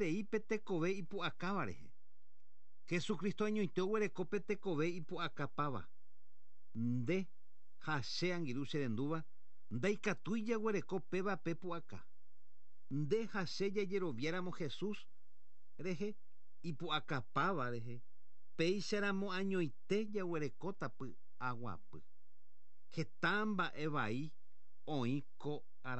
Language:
Guarani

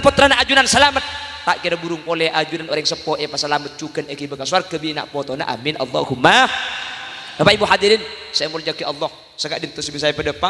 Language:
Madurese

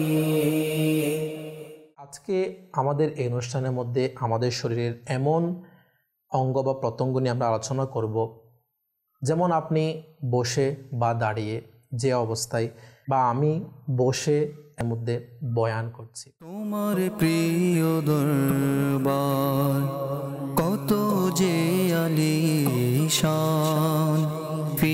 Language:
Bangla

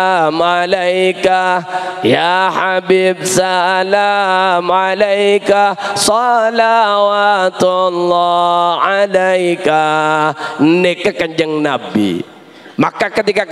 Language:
Madurese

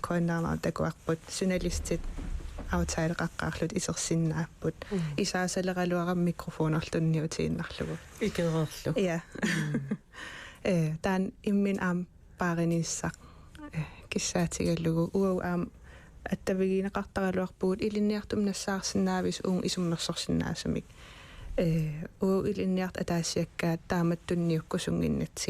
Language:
Kalaallisut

